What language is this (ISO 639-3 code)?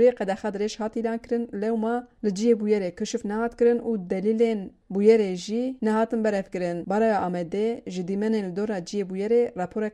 kur